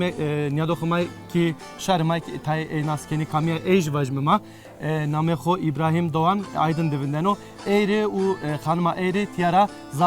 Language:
Zaza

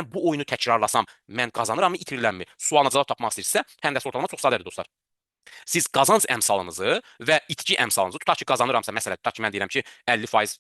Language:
Azerbaijani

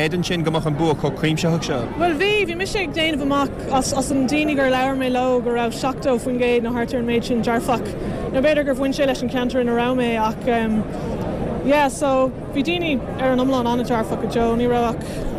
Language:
Irish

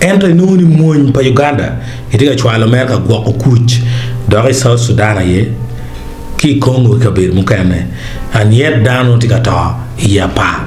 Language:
Acoli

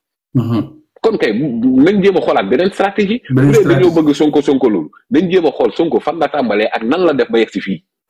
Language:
Wolof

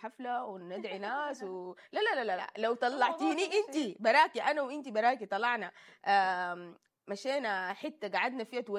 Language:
Sudanese Arabic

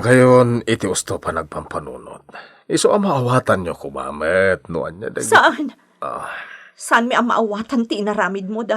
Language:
Iloko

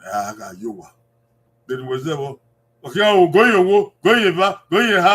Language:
Bini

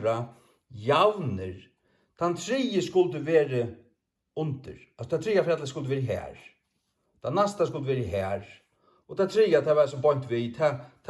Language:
Faroese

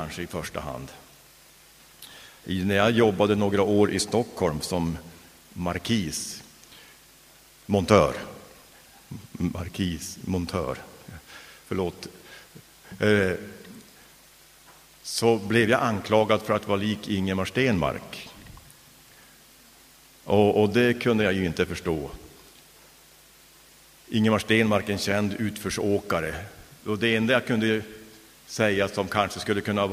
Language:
Swedish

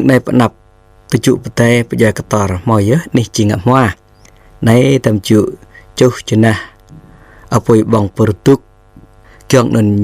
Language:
Jarai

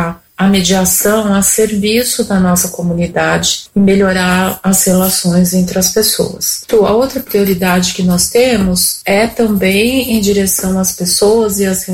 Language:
Portuguese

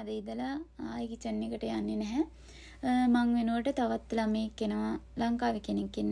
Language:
Sinhala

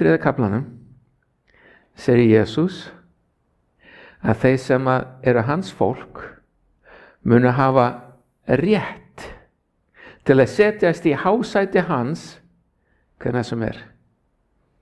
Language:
Icelandic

